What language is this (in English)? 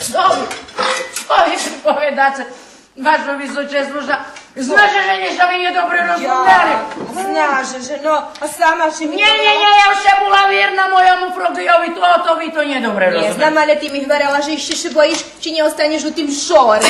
Rusyn